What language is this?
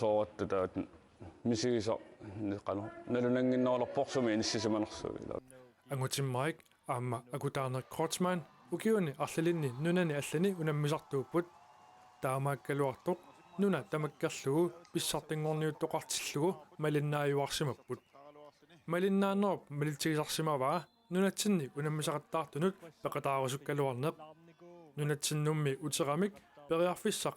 Kalaallisut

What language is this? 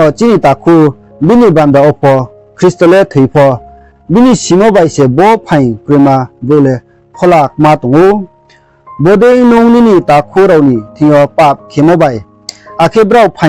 Riang (India)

